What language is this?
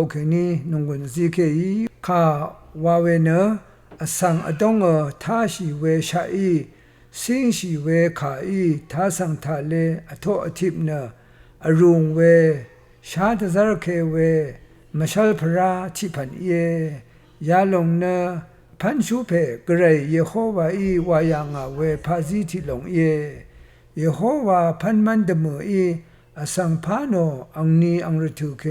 Rawang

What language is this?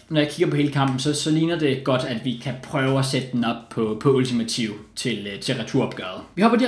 Danish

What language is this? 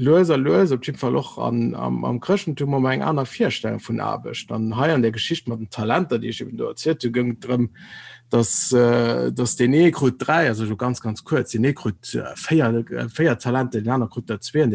Luxembourgish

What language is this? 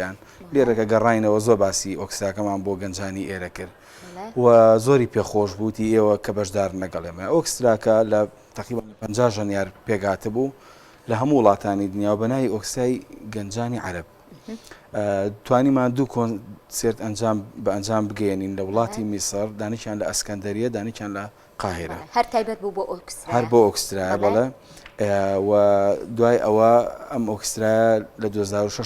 Central Kurdish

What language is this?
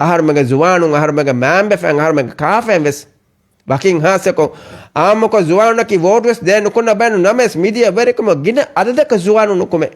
Divehi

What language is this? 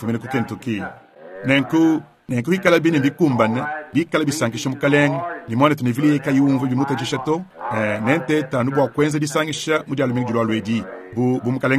Luba-Lulua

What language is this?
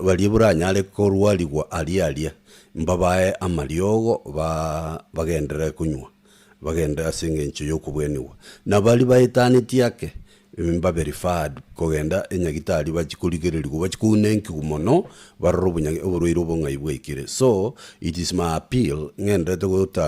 Gusii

